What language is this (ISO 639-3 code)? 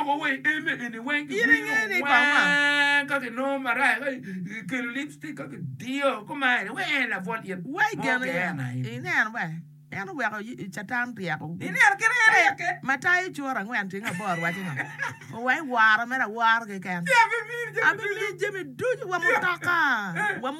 ach